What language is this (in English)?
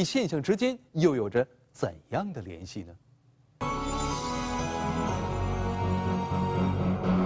Chinese